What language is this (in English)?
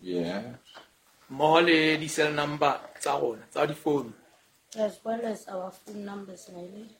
Southern Sotho